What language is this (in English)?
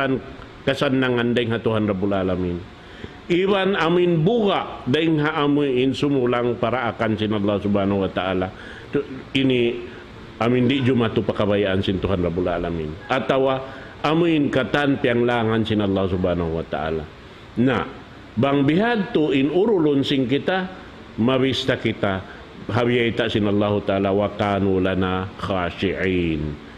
Tausug